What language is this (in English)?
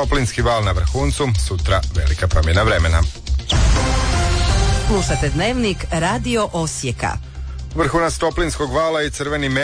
Croatian